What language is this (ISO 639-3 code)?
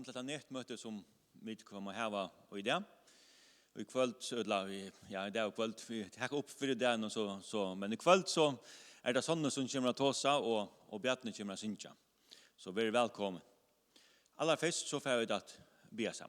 fao